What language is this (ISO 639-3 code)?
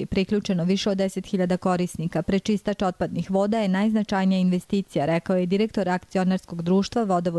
srp